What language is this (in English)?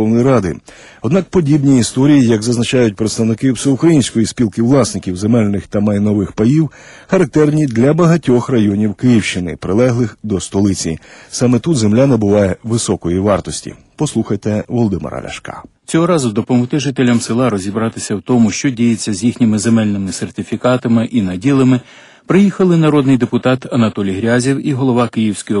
Ukrainian